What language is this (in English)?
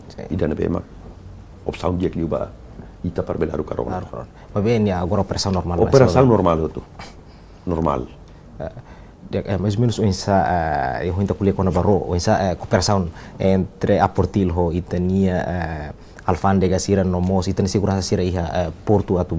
Tetum